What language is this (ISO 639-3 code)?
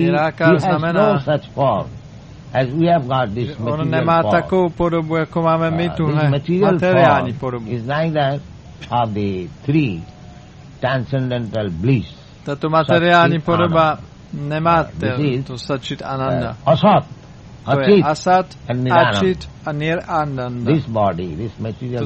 ces